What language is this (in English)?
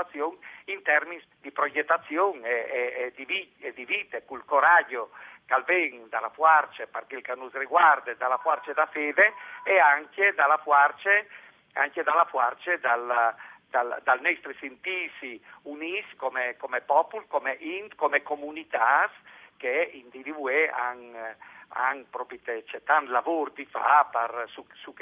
Friulian